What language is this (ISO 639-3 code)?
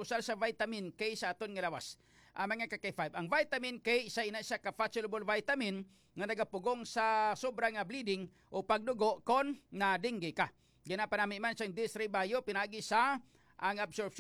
hil